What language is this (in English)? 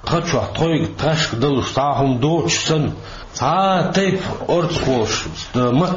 Chechen